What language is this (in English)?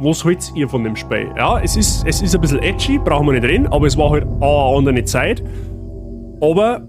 Bavarian